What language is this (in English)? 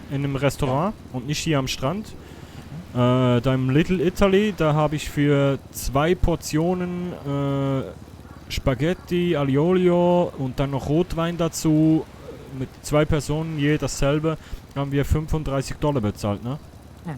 Swiss German